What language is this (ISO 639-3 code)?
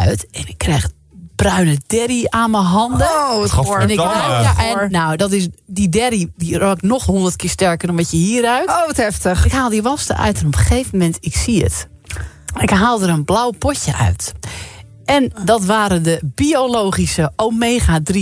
nld